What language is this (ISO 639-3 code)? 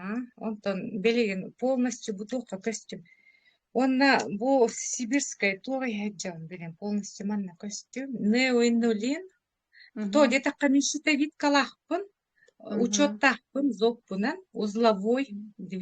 sah